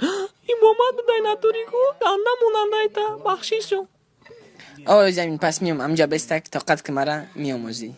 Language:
Tajik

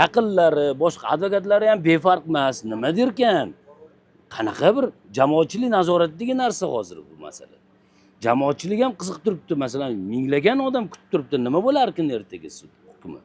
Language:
Uzbek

